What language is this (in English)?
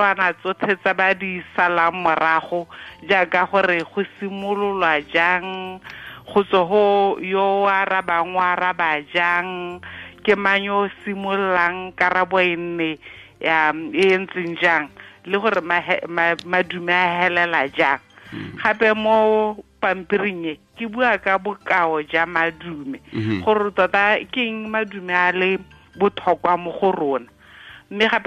Tswana